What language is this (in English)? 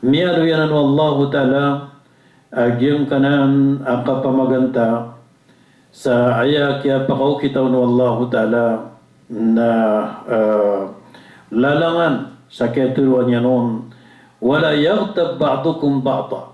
Maranao